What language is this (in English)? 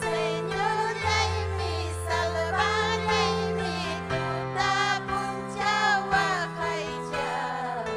Ayacucho Quechua